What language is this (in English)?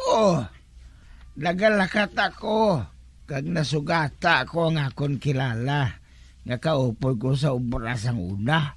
Hiligaynon